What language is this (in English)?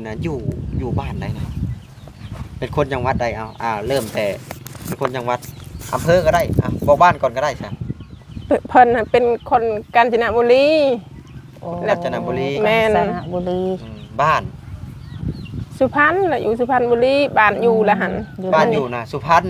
Lao